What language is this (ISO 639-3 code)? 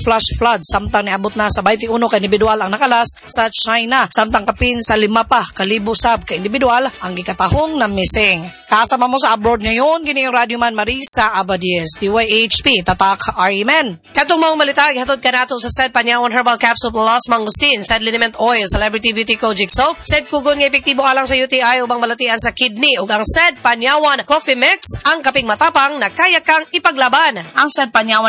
ceb